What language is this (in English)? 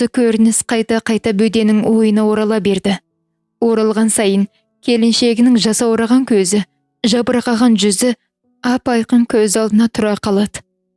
Kazakh